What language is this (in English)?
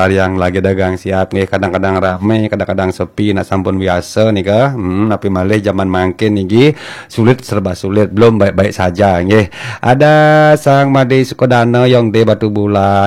Balinese